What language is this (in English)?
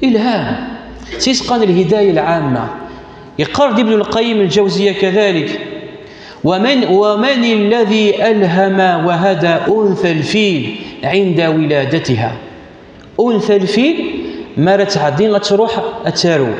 Kabyle